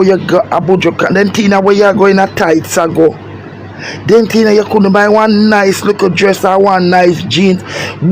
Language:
Jamaican Creole English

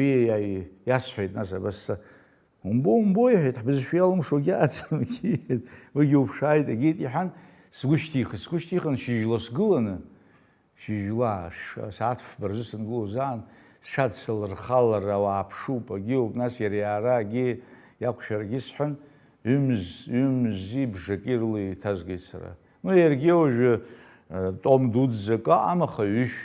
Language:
Abkhazian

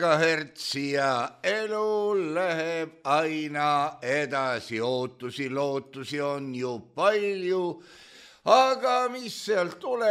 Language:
Estonian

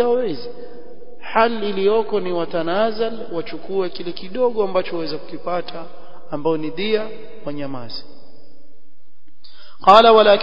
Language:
Swahili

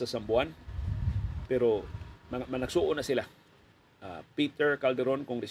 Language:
Cebuano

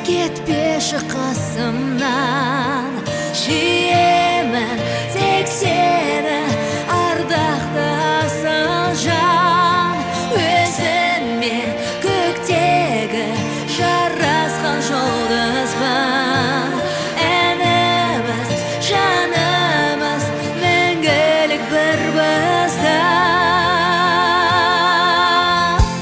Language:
Kazakh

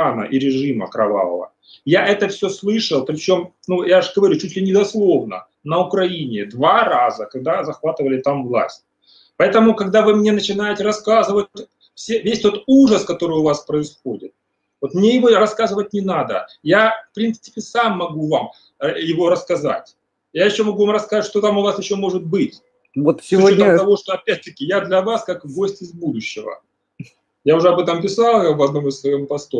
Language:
Russian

